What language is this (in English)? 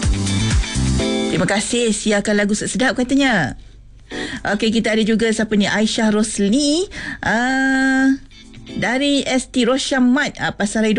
Malay